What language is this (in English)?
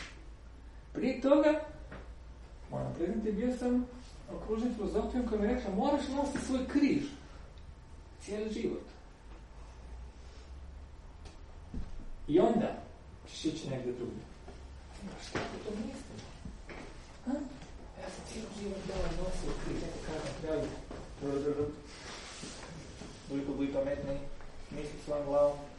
Croatian